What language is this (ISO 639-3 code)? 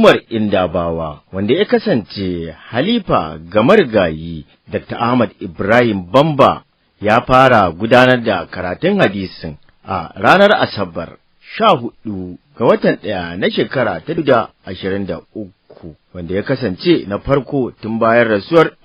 hau